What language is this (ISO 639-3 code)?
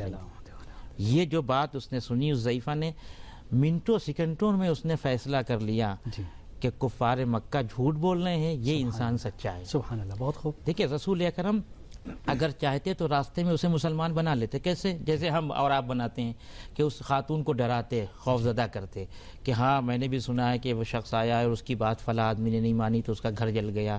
urd